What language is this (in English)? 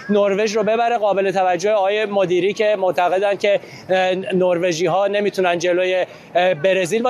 Persian